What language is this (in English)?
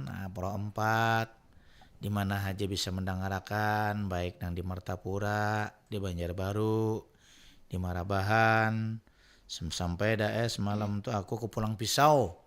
Banjar